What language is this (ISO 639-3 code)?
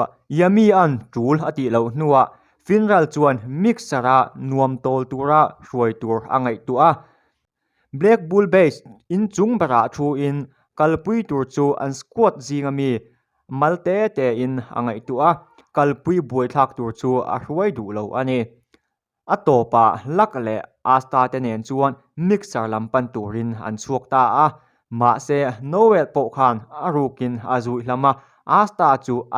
lus